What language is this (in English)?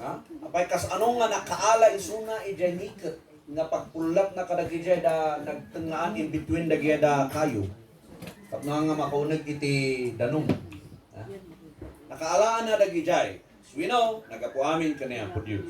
Iloko